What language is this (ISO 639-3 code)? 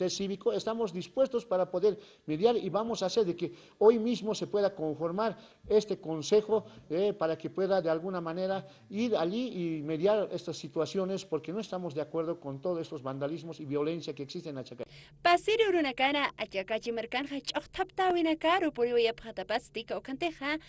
aym